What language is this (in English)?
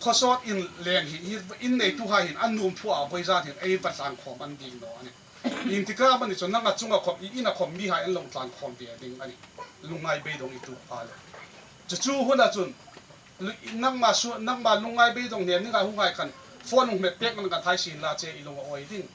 Hmar